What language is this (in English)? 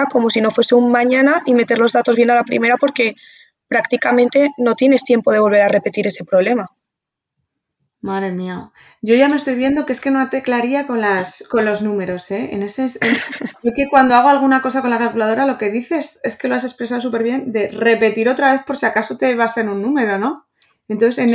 Spanish